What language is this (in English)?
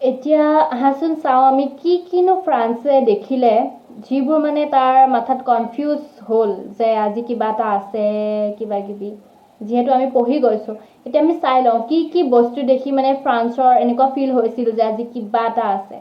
Assamese